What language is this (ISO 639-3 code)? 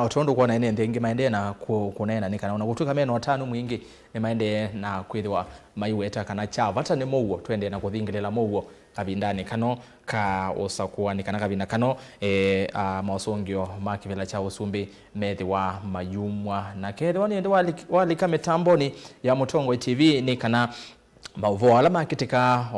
kam